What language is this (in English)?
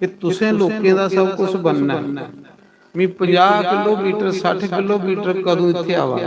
Dogri